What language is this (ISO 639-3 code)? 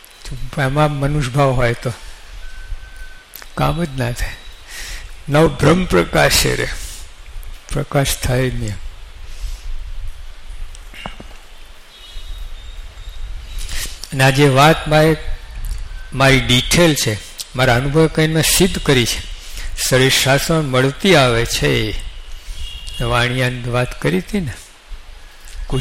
guj